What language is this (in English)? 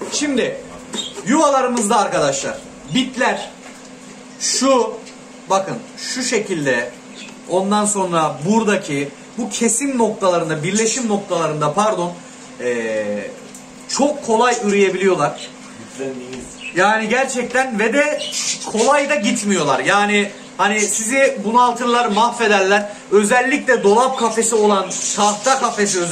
Turkish